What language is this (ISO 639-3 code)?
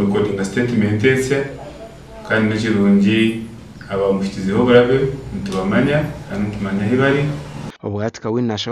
nyn